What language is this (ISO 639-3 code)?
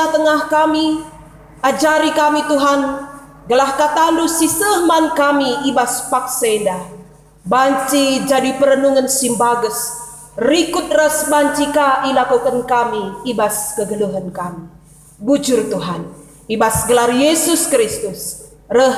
btx